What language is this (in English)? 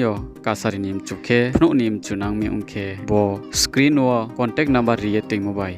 Riang (India)